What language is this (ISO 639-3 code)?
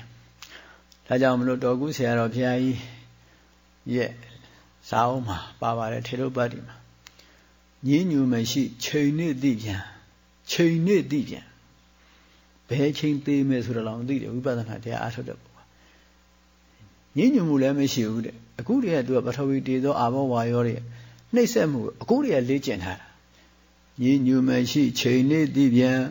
mya